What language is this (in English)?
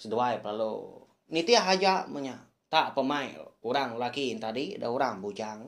Iban